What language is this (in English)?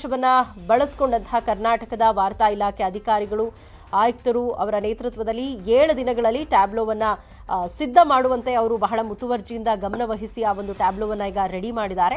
Kannada